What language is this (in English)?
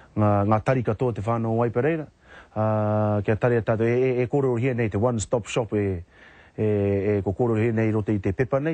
Māori